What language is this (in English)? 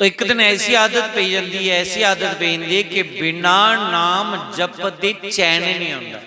Dogri